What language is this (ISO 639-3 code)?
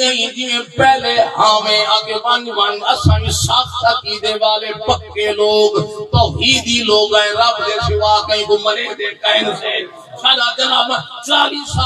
skr